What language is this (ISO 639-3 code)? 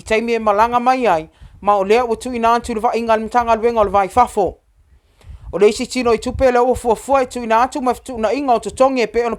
smo